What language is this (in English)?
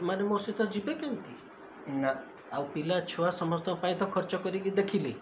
Odia